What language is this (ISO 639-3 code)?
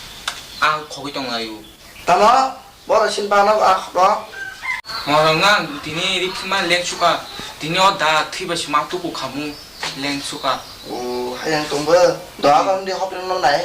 trp